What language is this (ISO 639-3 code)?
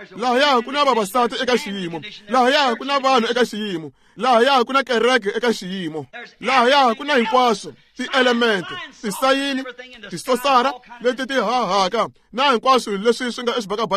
tso